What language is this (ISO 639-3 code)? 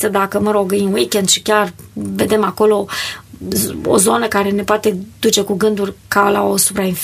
ron